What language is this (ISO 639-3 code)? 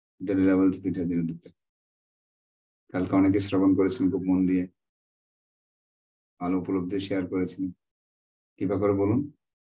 ben